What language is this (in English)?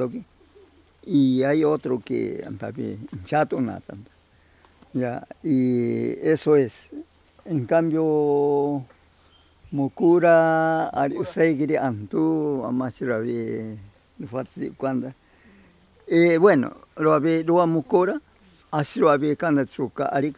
Ashéninka Perené